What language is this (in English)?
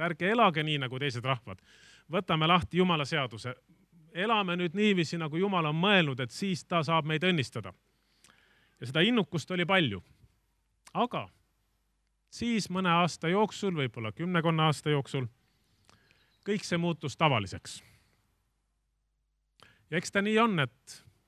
Estonian